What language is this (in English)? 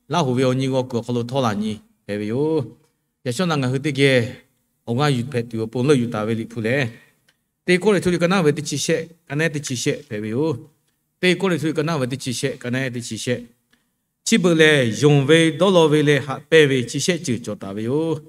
Lahu